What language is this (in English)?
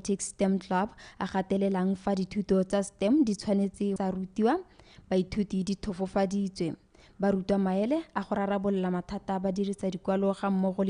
Tswana